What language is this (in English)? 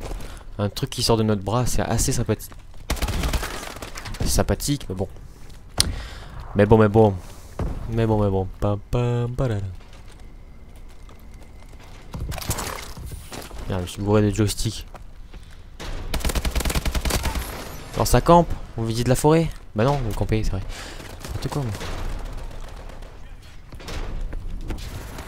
French